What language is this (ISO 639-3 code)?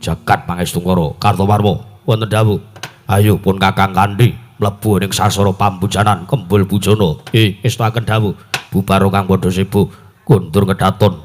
jav